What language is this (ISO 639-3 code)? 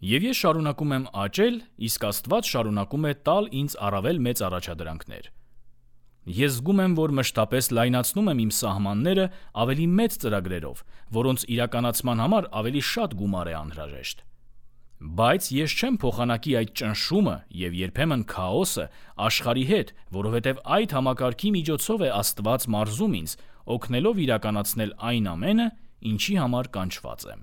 hye